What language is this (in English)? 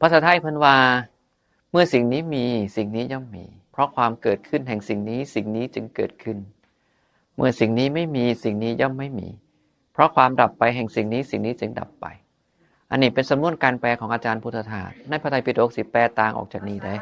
Northeastern Thai